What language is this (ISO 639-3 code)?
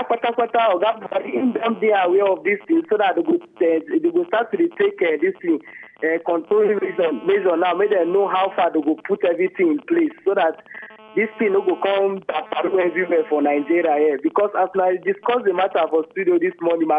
pcm